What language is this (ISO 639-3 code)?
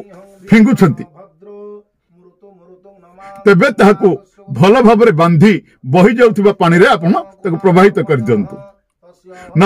ori